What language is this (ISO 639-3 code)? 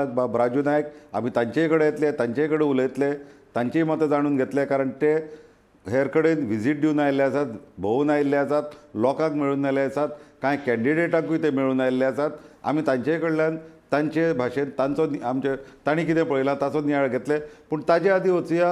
kok